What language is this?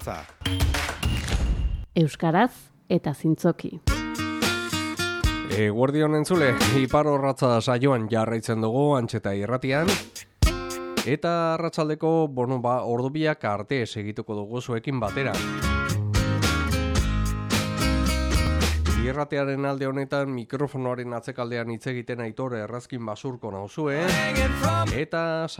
Basque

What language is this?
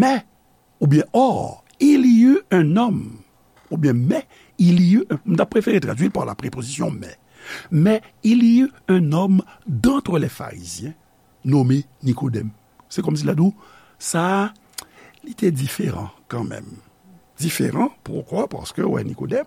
Haitian Creole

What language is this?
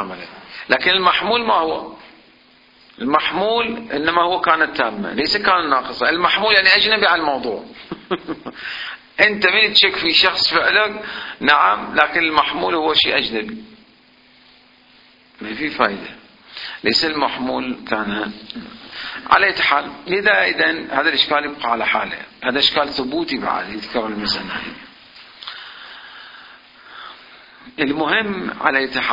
Arabic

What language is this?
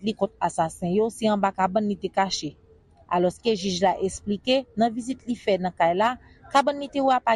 Haitian Creole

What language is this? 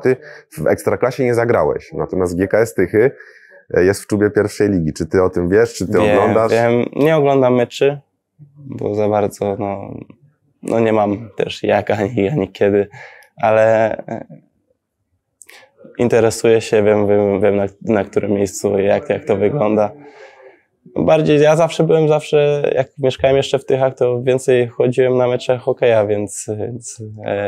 Polish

